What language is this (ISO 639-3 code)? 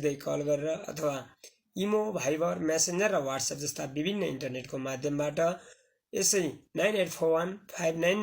nep